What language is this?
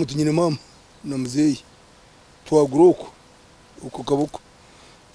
Nyankole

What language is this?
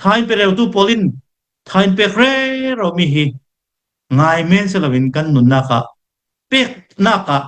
Hakha Chin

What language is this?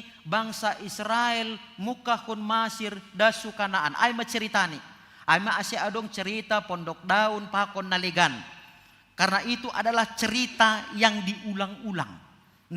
Batak Simalungun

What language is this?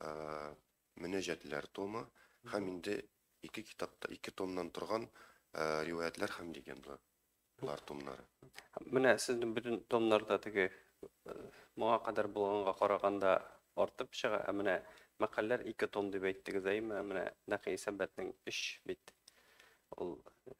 Tatar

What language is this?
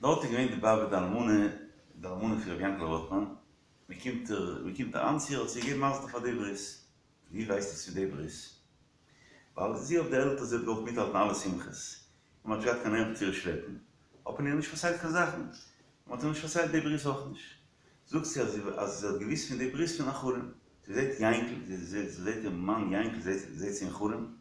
Yiddish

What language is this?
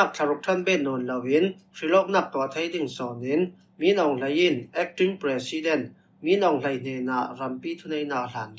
Falam Chin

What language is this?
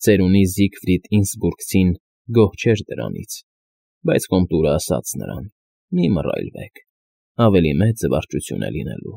Armenian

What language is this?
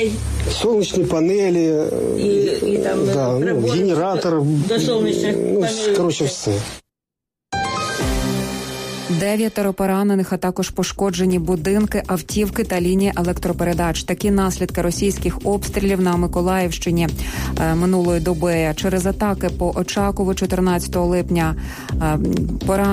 Ukrainian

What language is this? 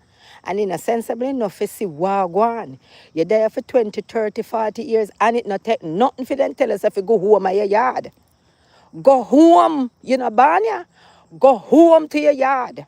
Jamaican Creole English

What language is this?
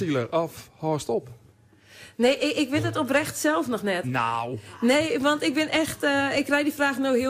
Western Frisian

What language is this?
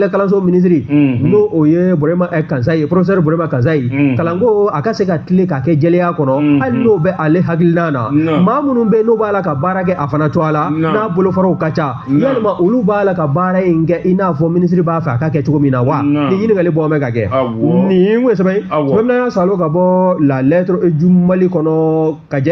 Bambara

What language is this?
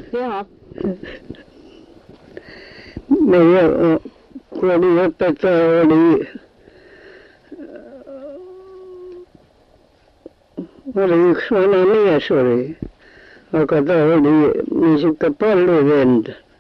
Estonian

